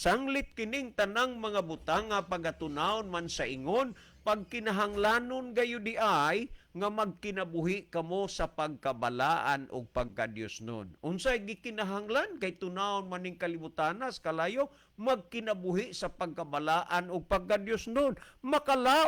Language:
Cebuano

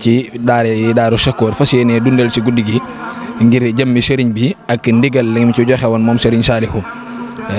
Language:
Wolof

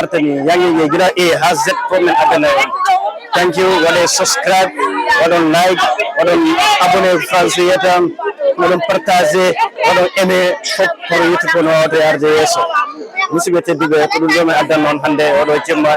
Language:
Fula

